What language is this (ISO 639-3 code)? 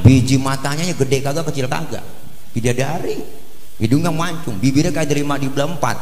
bew